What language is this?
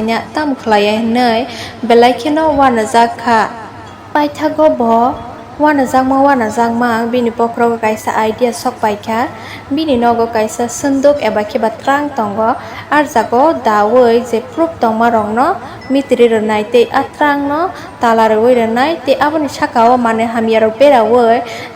Kok Borok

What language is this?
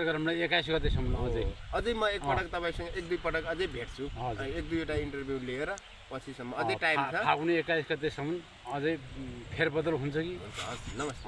Nepali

